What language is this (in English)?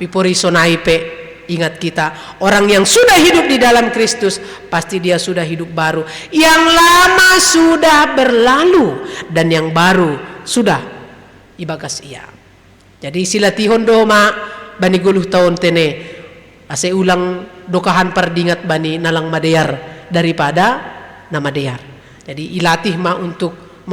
Batak Simalungun